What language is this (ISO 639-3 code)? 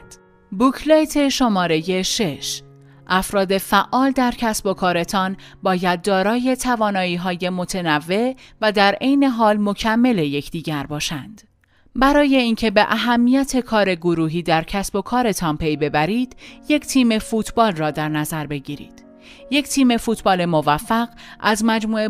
fas